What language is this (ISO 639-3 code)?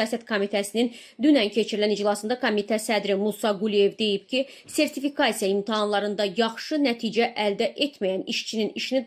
aze